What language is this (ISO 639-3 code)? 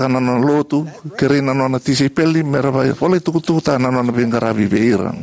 fij